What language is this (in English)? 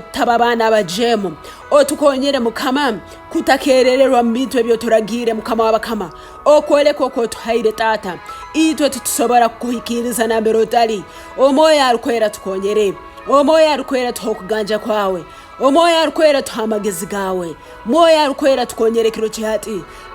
Tooro